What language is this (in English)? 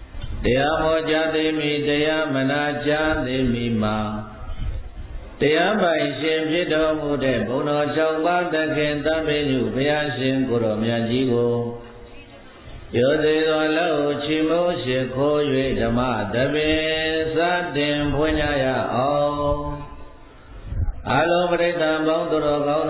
Burmese